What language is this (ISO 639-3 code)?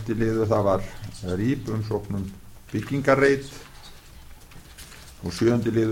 isl